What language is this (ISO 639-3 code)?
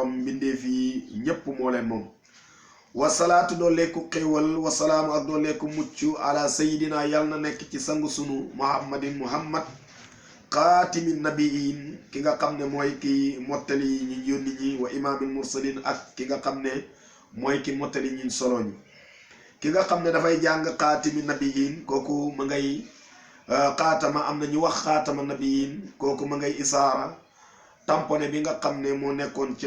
wol